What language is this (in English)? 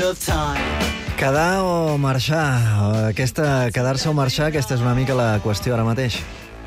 Catalan